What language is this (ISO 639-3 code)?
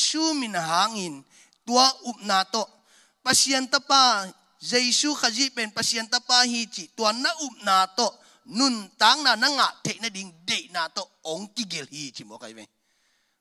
ctd